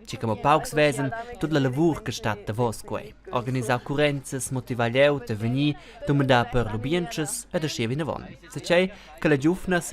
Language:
Romansh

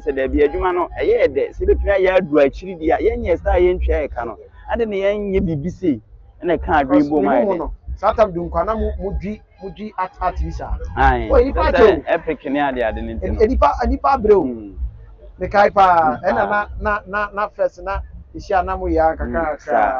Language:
Akan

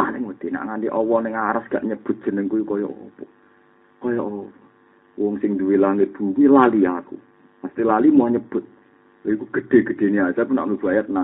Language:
Javanese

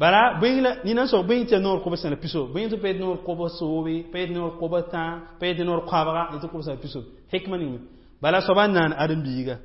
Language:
Mossi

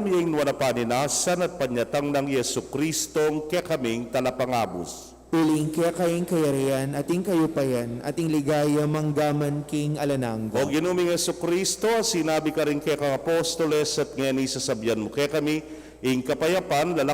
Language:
Pampanga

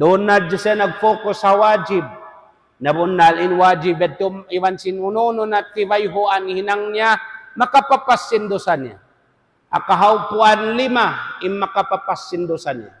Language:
Tausug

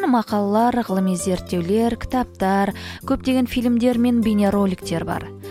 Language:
Kazakh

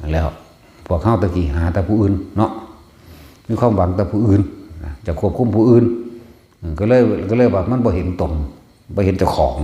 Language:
Northeastern Thai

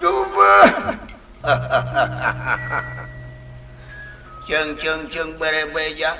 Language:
Sundanese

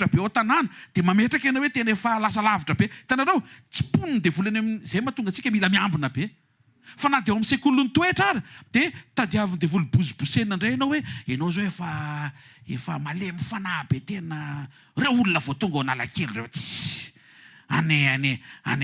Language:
Malagasy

